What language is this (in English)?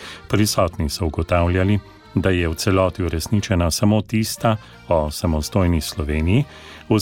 Slovenian